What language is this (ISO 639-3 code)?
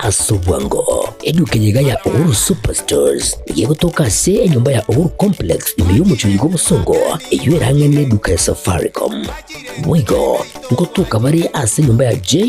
guz